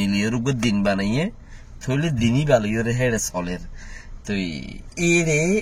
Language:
Rohingya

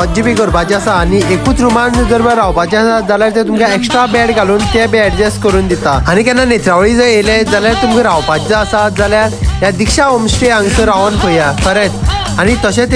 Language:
Konkani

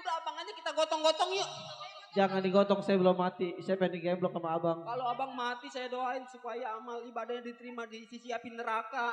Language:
Betawi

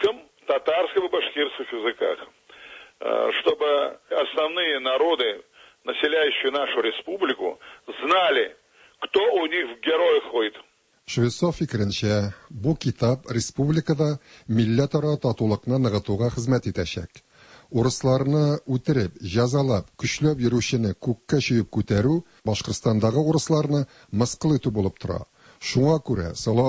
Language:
Tatar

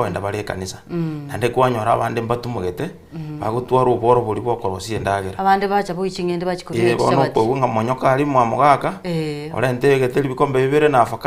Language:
Gusii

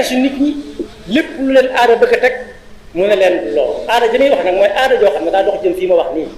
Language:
Wolof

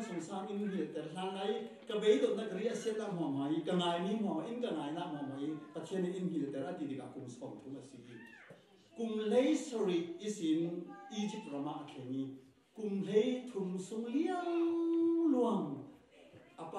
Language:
Falam Chin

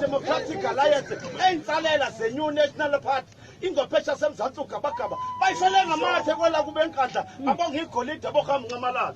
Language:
Zulu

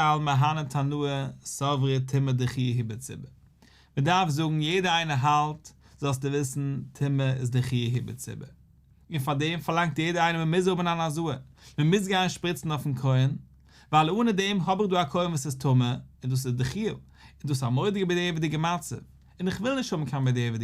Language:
Yiddish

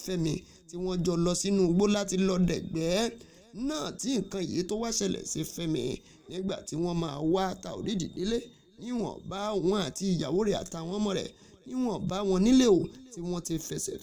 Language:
Yoruba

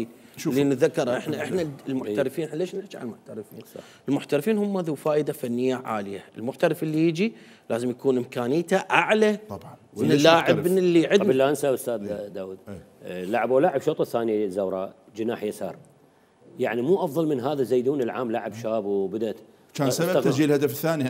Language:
Mesopotamian Arabic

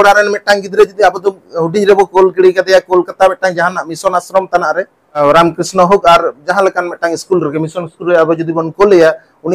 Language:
Santali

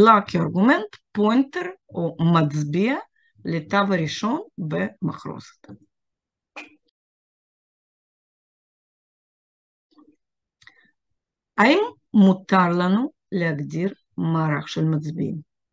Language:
Hebrew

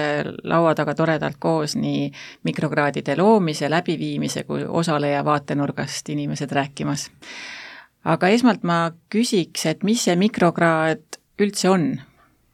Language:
Estonian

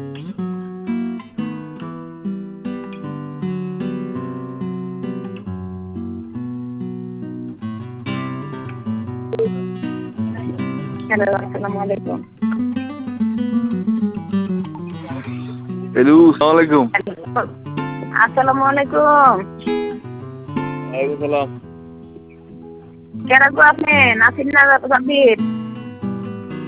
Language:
Bangla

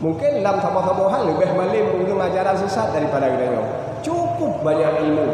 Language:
Achinese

